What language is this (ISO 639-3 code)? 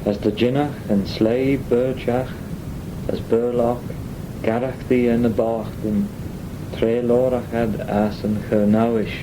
glv